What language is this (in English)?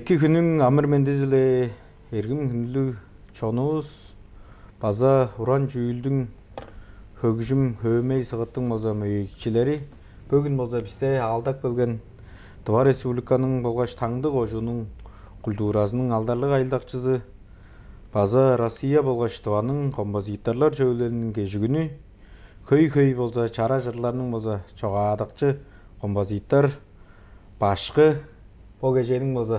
Tuvinian